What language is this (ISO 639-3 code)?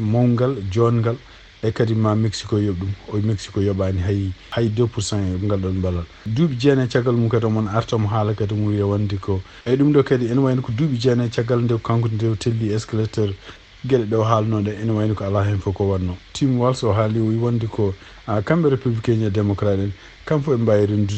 ful